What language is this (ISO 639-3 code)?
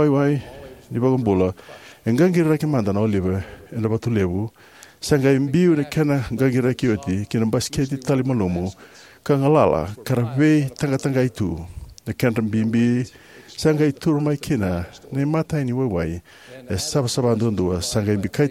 fij